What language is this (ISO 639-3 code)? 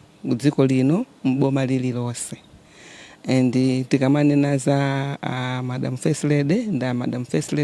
nya